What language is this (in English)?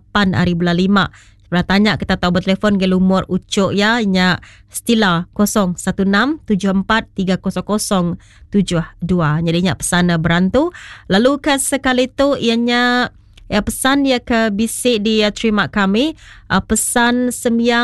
Iban